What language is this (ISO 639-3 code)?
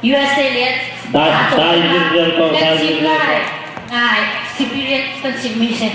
cnh